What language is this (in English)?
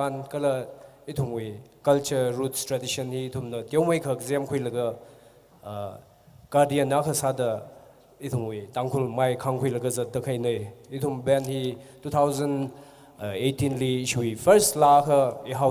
Tangkhul Naga (India)